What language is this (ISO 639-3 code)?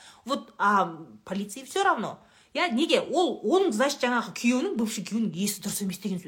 kaz